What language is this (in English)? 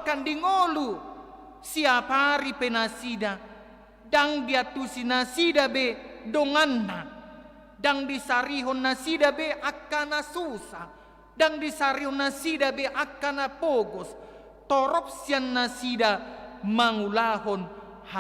Batak Toba